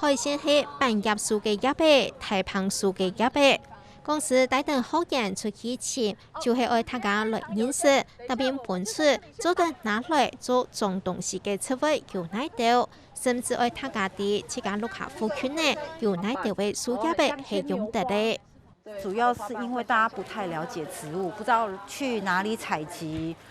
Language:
Hakka Chinese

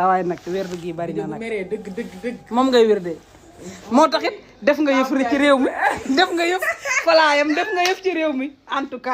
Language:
Wolof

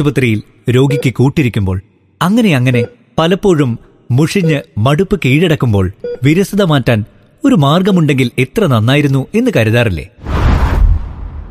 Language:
Malayalam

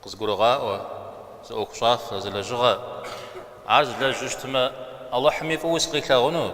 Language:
Kabardian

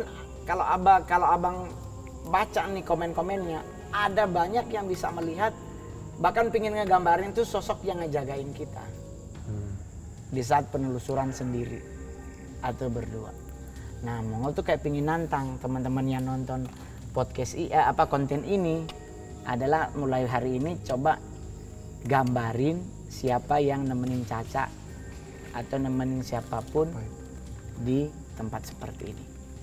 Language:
Indonesian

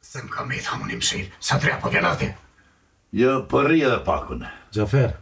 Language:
Albanian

